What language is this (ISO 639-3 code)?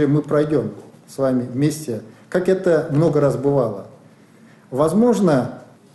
rus